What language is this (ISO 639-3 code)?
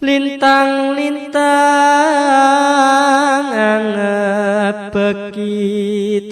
jav